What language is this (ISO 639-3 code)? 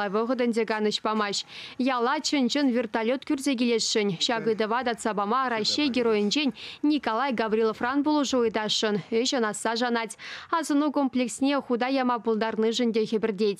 chv